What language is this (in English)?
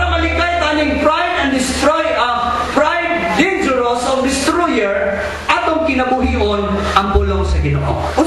Cebuano